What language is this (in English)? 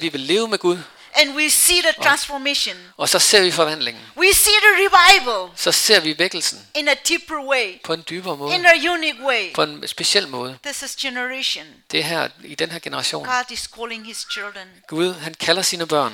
Danish